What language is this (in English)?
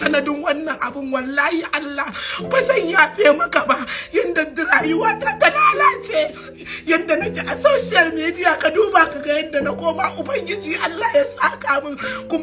Hausa